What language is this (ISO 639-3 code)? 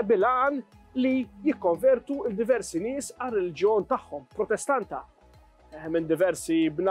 mlt